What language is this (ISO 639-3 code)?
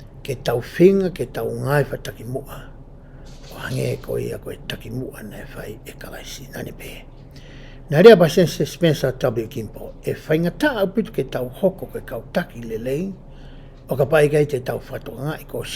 ton